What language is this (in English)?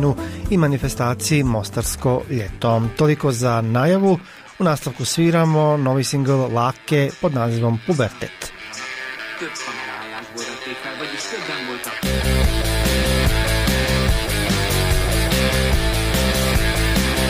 Bosnian